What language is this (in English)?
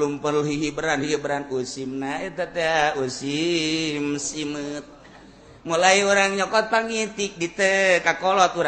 Sundanese